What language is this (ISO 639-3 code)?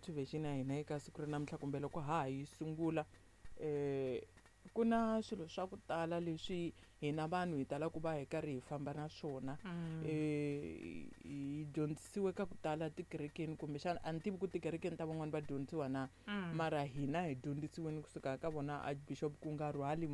tso